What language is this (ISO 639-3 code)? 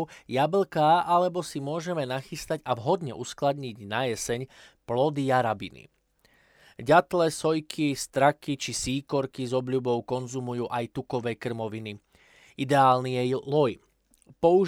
slk